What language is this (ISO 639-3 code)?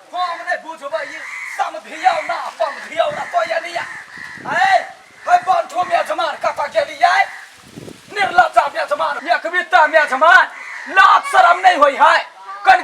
mai